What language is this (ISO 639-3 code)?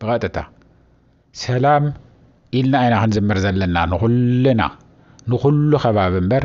tir